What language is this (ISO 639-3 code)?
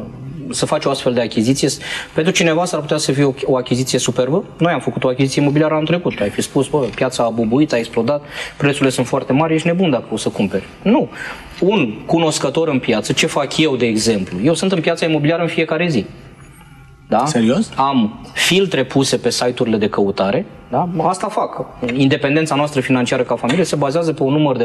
ron